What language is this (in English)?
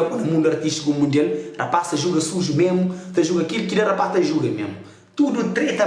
Kabuverdianu